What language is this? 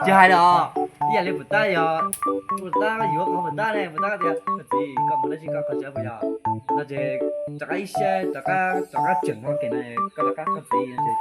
Hmong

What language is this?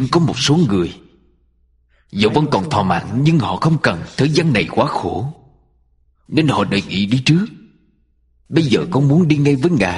Vietnamese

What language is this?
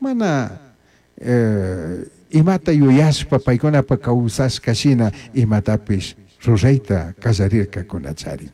Chimborazo Highland Quichua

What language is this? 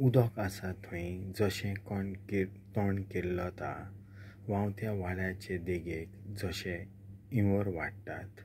Konkani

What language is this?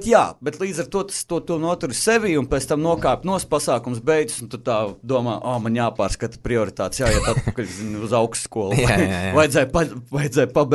Latvian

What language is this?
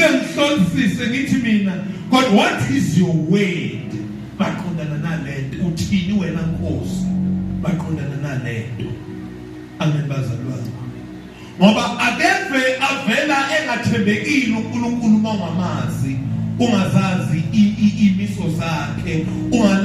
Zulu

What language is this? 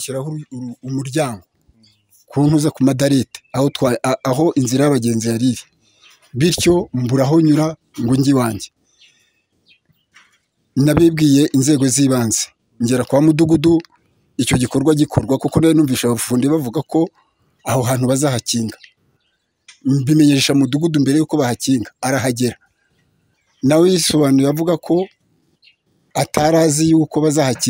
Kinyarwanda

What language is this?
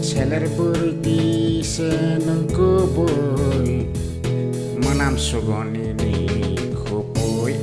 Kok Borok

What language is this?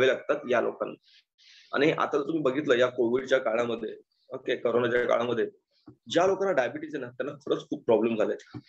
Marathi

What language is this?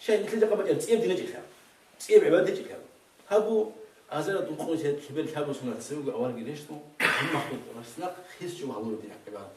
Avaric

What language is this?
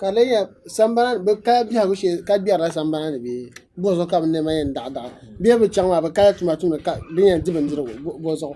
Dagbani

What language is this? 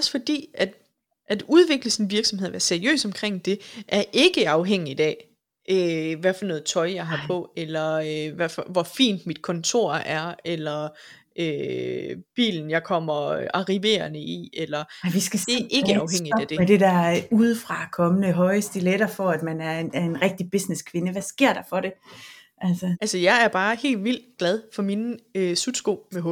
Danish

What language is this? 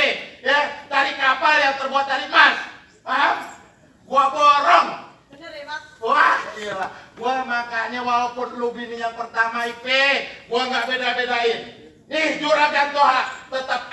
Betawi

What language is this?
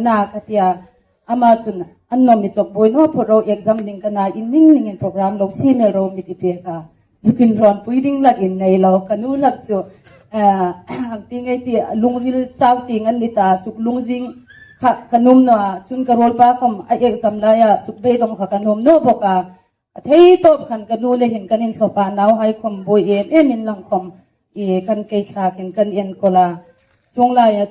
Hmar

